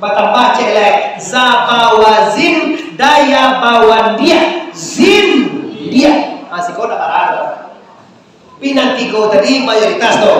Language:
Minangkabau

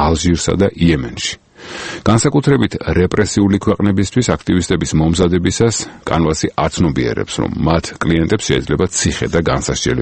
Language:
Georgian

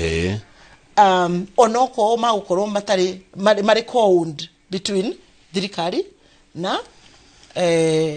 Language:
Kikuyu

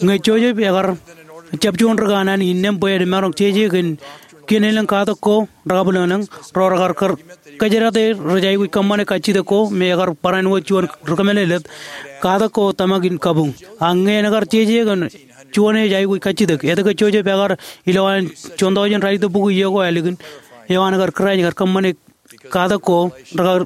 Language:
Marshallese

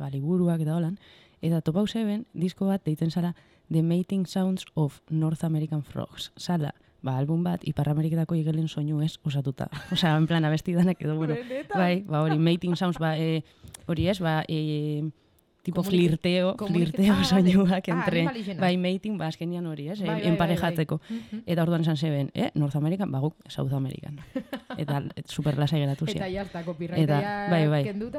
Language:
Basque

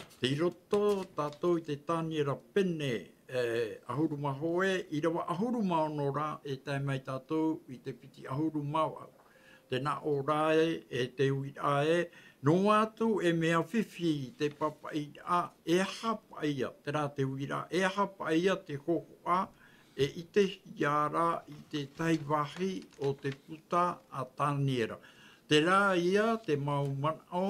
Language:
Tahitian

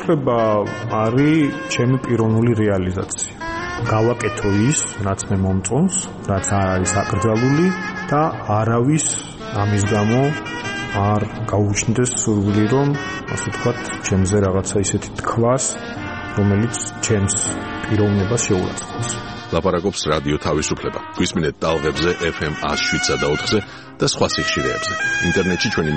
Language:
Georgian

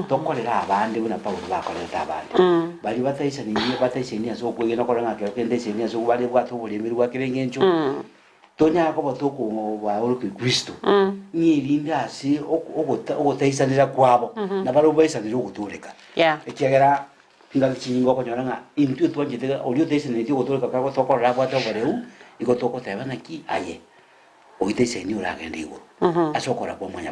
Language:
Gusii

